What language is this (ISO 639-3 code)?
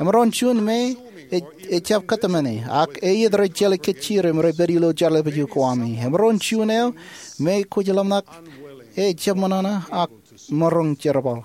mah